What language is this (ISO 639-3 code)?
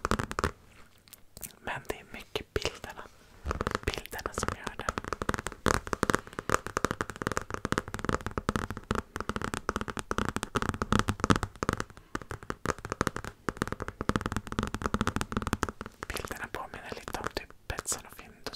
swe